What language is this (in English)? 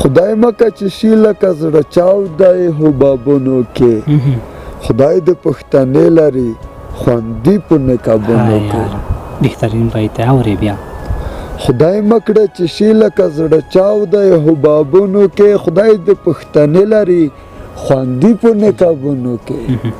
Pashto